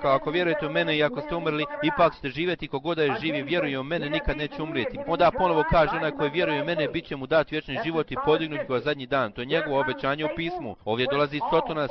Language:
Bosnian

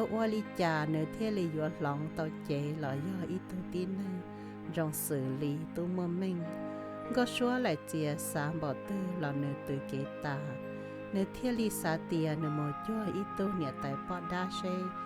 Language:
Hmong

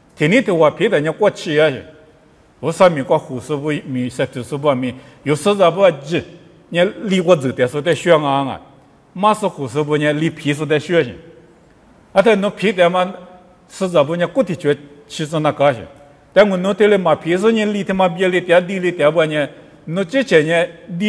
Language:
Lisu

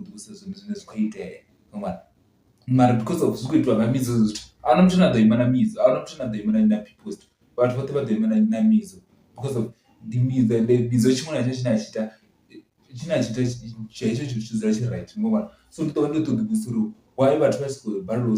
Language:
Venda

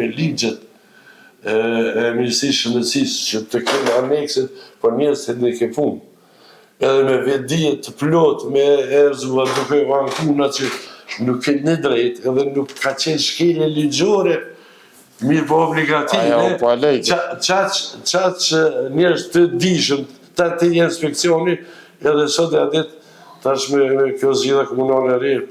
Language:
Albanian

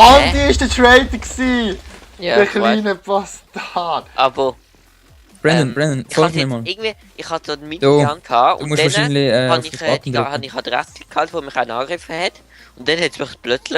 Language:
Swiss German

